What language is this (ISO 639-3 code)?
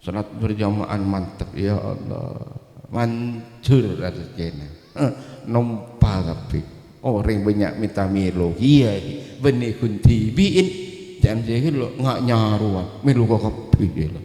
mad